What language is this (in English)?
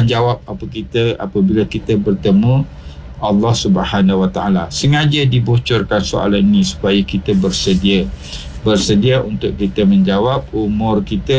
Malay